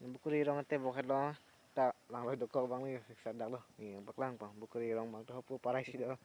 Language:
Karbi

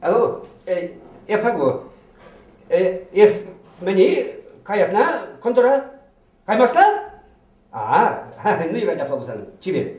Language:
Chuvash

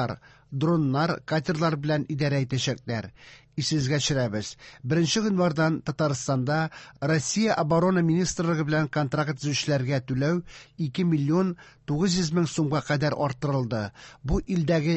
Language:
Tatar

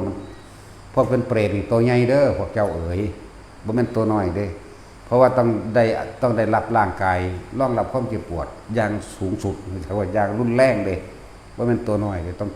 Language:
Northeastern Thai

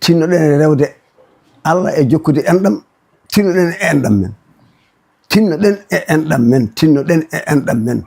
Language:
Fula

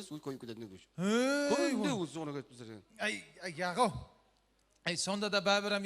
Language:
Kara-Kalpak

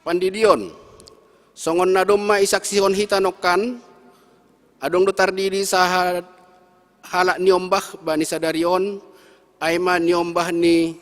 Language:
Batak Simalungun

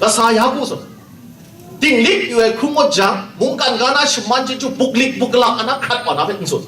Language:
Kachin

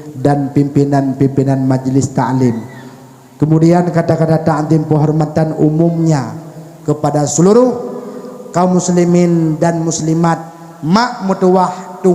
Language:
Achinese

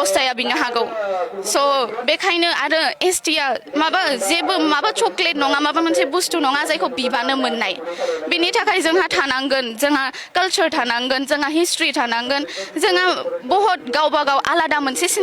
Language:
Bodo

